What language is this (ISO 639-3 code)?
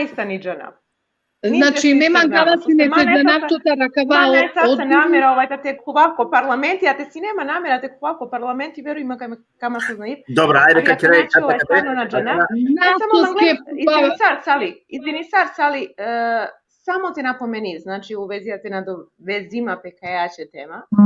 rmn